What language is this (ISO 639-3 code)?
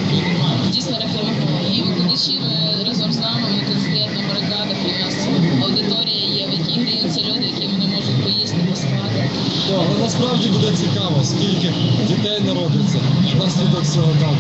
ukr